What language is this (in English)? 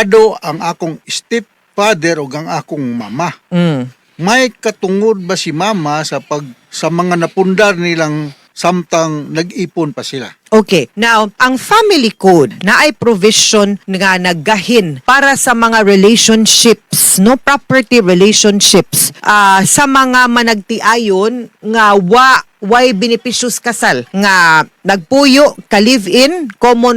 Cebuano